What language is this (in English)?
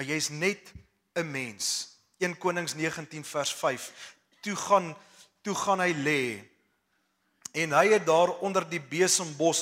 Afrikaans